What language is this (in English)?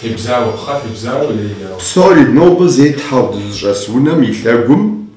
Kabardian